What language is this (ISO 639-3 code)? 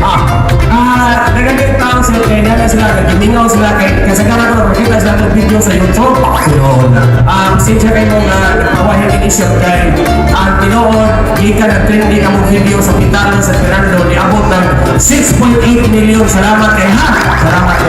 ceb